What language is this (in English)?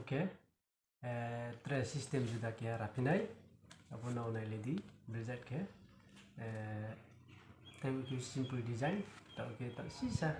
Riang (India)